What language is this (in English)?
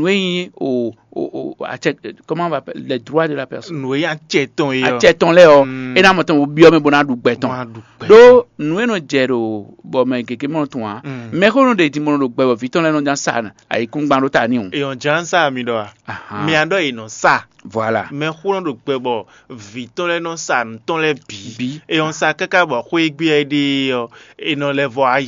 Fon